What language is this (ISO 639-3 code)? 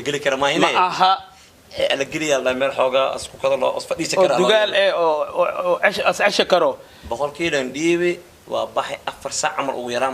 som